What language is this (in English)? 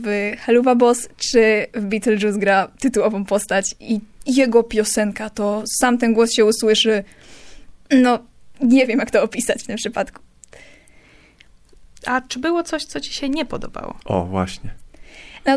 Polish